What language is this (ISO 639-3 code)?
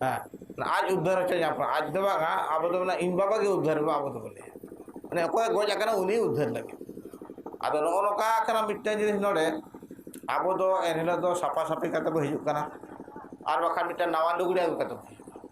sat